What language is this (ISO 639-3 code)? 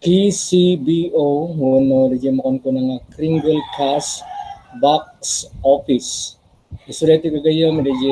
ilo